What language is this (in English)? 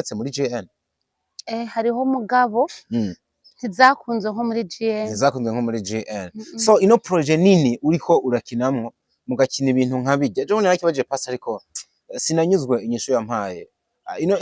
Rundi